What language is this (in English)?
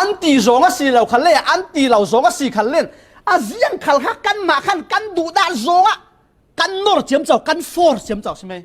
Falam Chin